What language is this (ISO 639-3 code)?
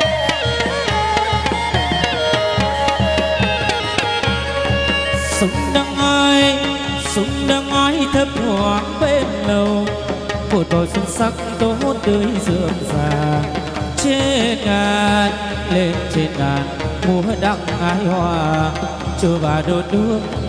vie